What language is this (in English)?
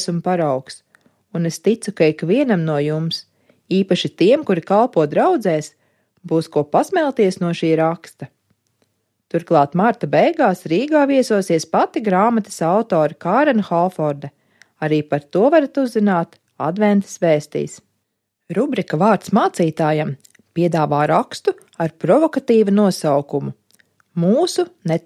Latvian